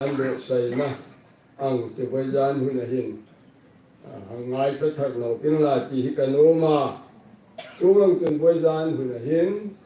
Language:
Hmar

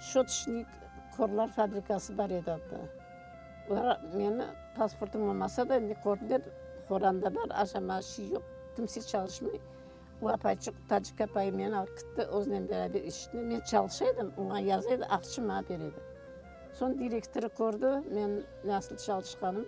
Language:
Crimean Tatar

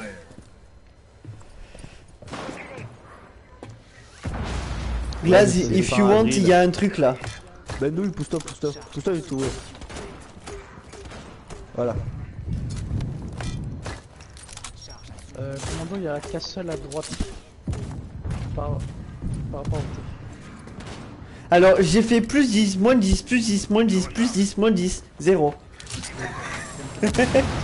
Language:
French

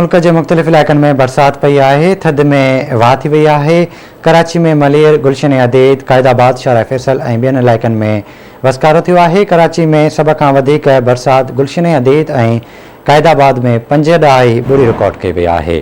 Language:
Sindhi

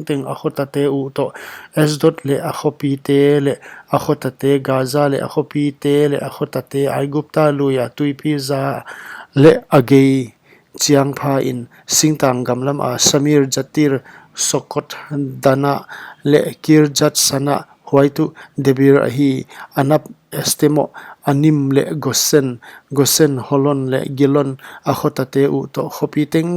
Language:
Paite Chin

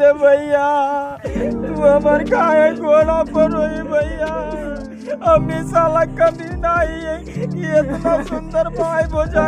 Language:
Magahi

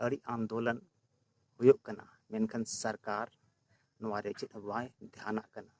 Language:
Santali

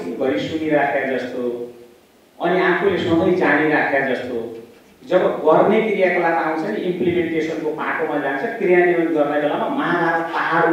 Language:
Nepali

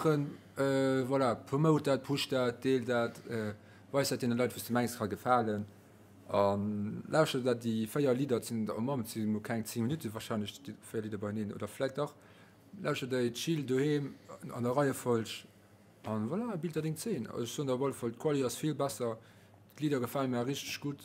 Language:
Luxembourgish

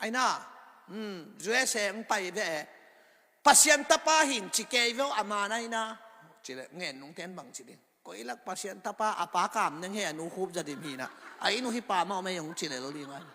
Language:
Tedim Chin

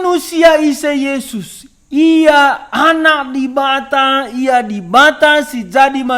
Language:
Batak Karo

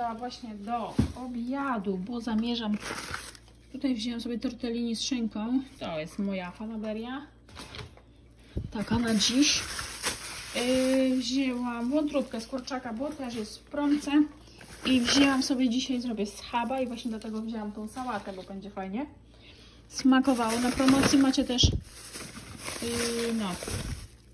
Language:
Polish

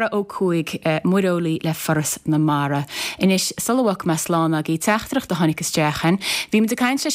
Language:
Irish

